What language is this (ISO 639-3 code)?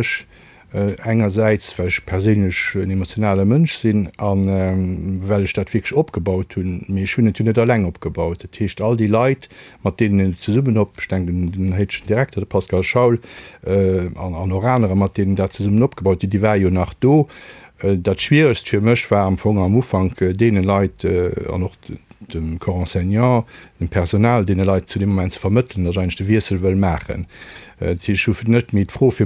ltz